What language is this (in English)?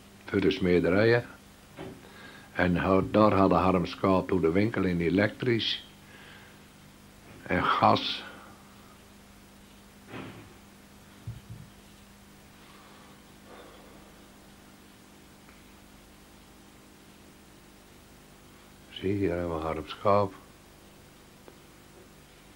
Dutch